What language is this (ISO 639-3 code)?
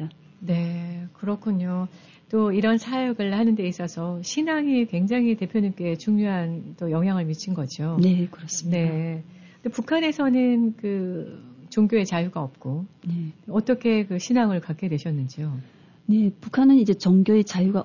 kor